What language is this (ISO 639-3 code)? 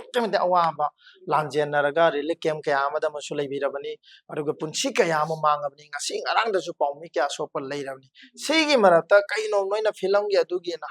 mni